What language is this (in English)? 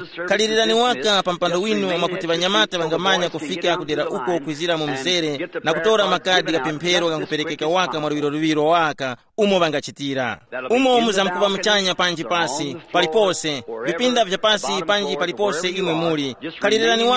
Tumbuka